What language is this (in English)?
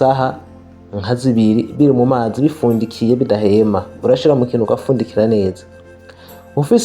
Rundi